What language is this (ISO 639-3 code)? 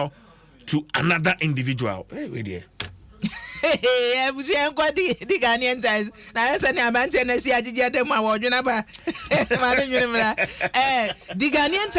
aka